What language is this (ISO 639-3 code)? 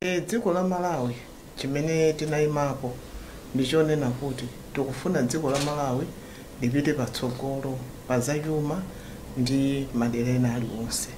nya